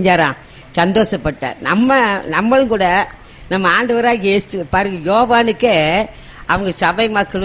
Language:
Tamil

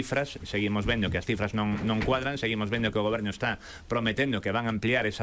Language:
Galician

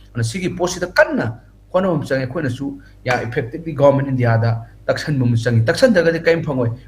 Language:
Manipuri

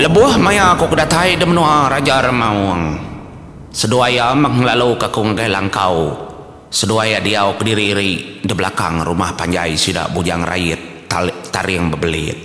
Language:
Iban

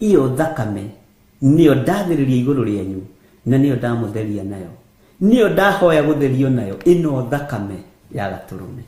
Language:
Kikuyu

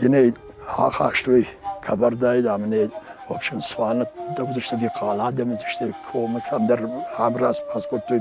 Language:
Ossetic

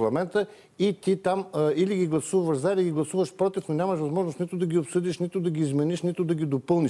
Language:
Bulgarian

